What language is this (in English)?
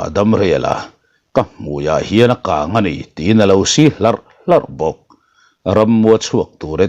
Mizo